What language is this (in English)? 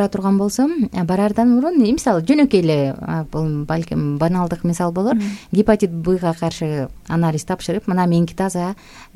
Kyrgyz